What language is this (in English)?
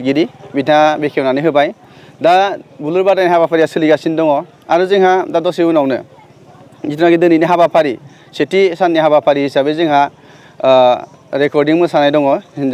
Bodo